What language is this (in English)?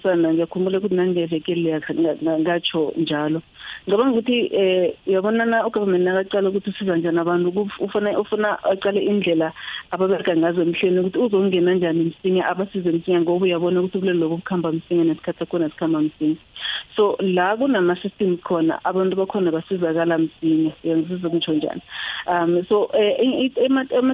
South Ndebele